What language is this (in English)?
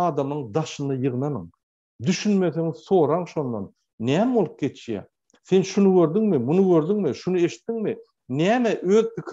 Turkmen